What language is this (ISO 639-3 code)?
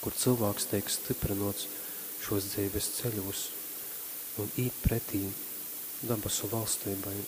ltg